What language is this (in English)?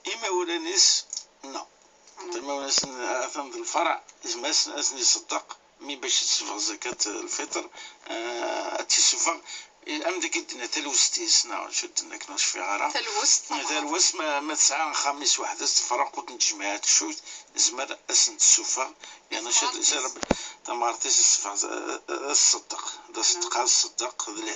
Kabyle